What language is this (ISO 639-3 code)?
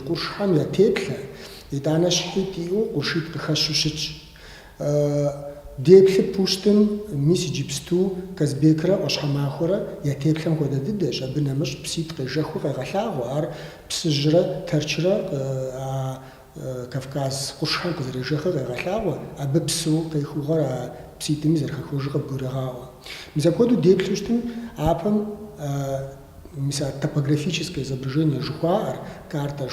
kbd